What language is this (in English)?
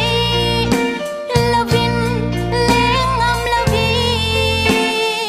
Falam Chin